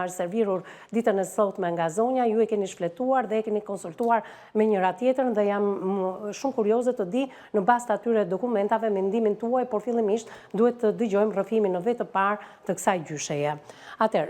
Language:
Albanian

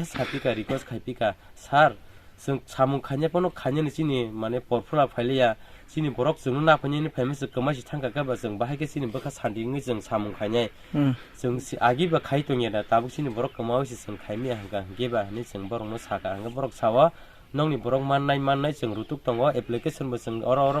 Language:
Kok Borok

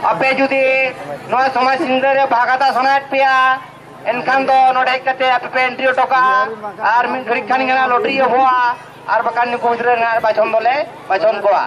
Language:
Santali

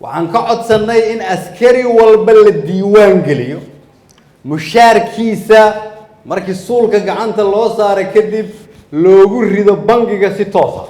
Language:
Somali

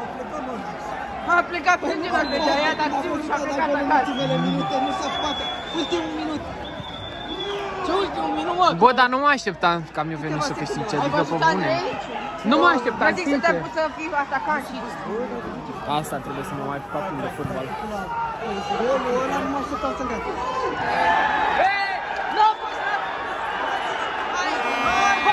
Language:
Romanian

